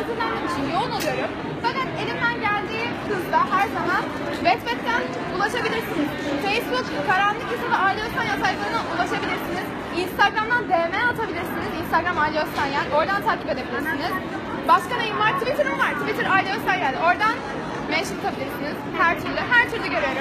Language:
Turkish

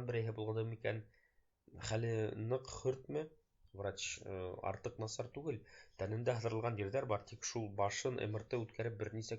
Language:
Bashkir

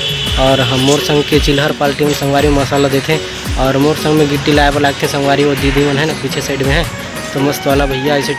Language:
Chhattisgarhi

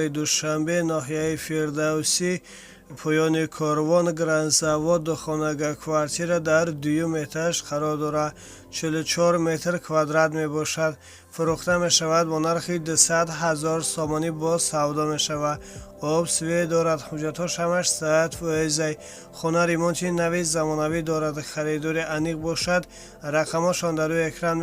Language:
Tajik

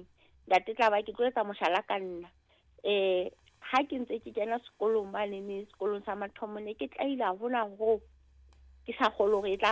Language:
Southern Sotho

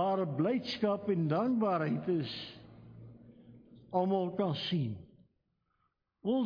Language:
Afrikaans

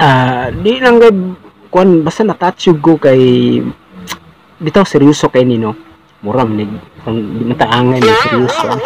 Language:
Cebuano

